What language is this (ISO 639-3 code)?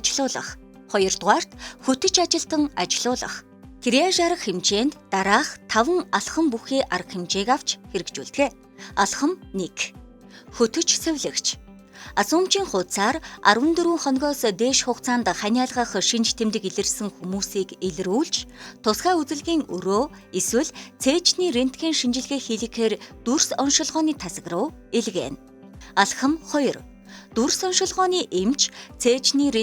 mon